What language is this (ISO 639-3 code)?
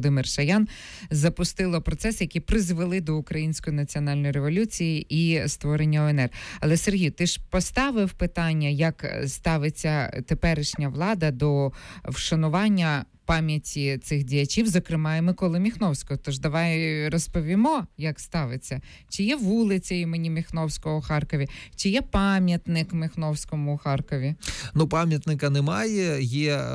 ukr